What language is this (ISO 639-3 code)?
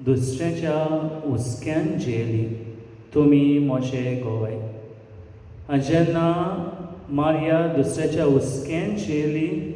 kok